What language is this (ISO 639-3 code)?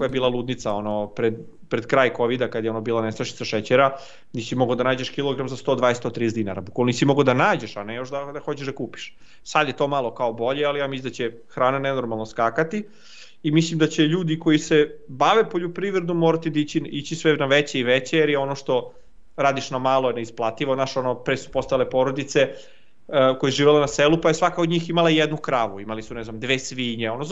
srp